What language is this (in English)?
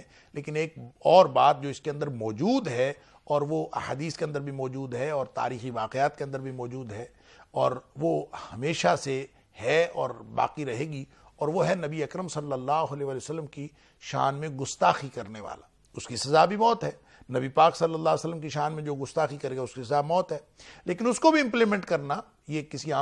Urdu